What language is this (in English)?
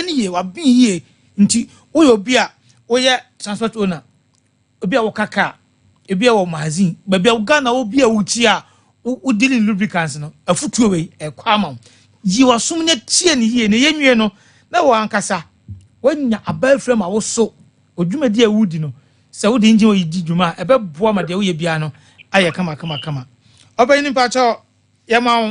Akan